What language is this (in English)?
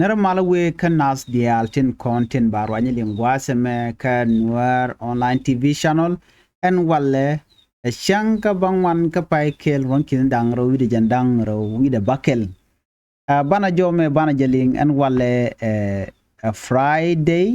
Nuer